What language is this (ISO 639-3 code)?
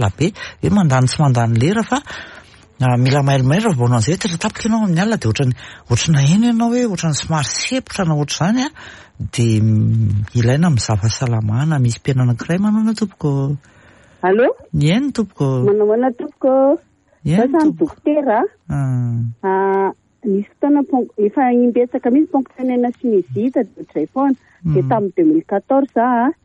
mlg